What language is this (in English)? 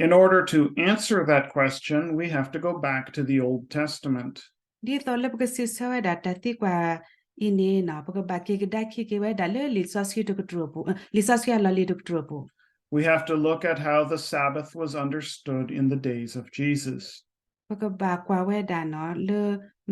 S'gaw Karen